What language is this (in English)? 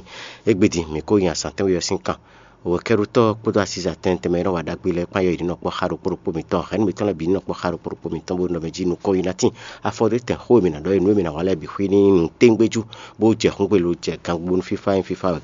Fon